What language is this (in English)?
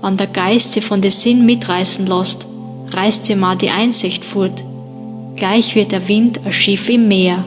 Bavarian